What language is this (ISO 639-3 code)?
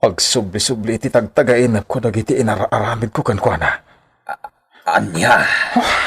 ilo